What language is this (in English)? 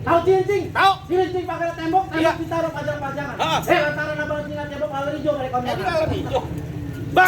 Betawi